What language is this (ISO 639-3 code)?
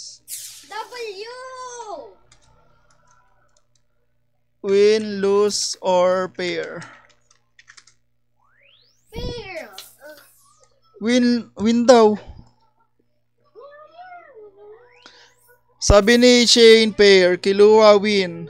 fil